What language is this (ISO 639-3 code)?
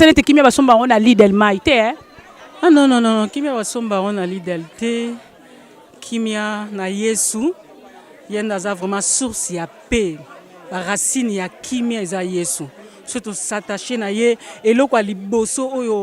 lin